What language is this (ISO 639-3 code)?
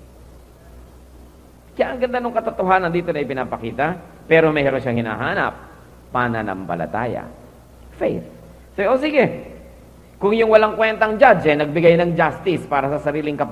fil